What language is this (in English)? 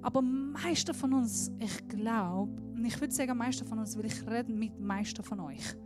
Swiss German